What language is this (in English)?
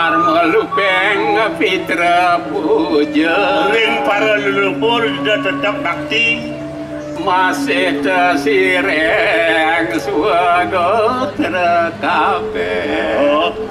Balinese